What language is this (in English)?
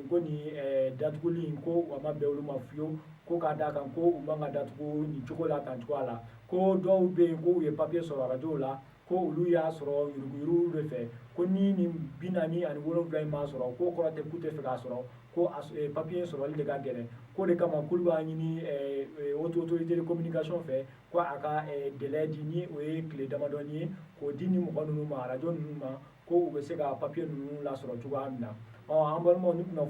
Bambara